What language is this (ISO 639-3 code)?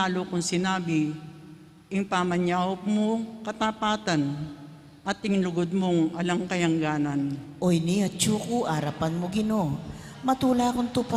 pam